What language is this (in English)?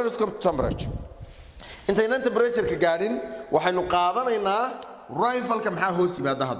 Somali